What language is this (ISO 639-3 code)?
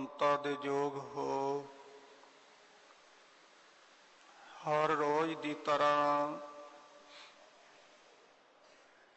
pan